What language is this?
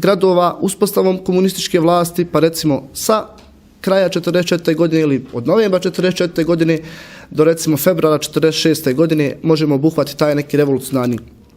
Bosnian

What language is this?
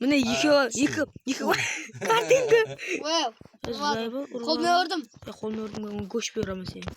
Kara-Kalpak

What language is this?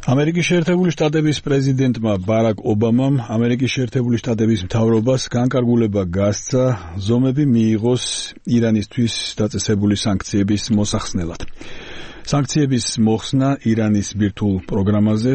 Georgian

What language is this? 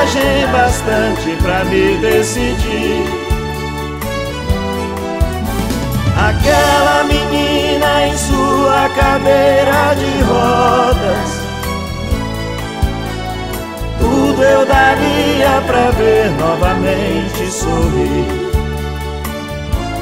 Portuguese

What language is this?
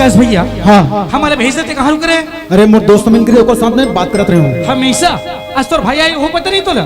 Chhattisgarhi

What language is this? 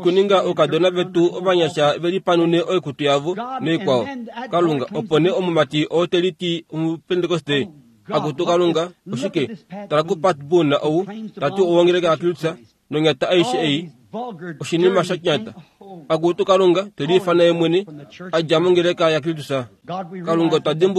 Kuanyama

